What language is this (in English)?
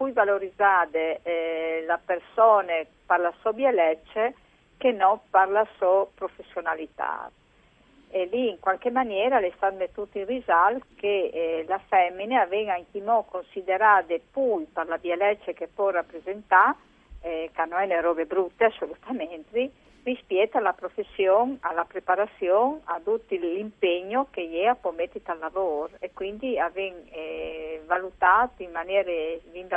Friulian